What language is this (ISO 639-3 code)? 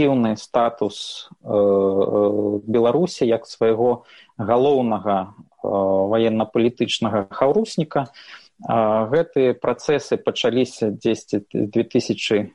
bel